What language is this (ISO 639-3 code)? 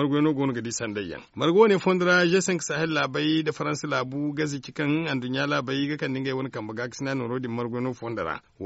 dje